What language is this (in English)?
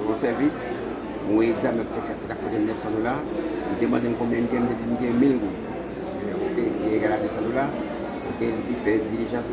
Haitian Creole